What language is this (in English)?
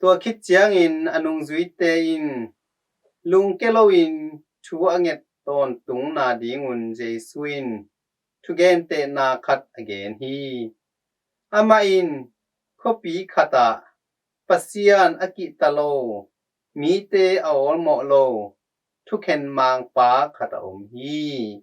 Tedim Chin